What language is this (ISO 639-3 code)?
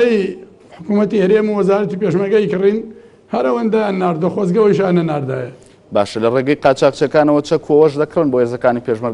ckb